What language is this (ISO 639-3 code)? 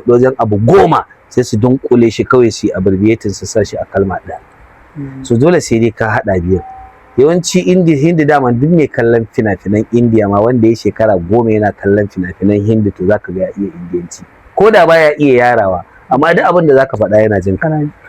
hau